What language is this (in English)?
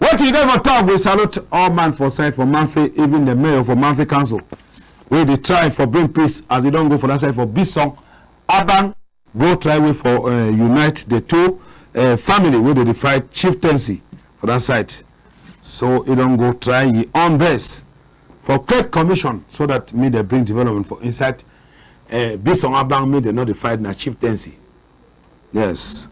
Cameroon Pidgin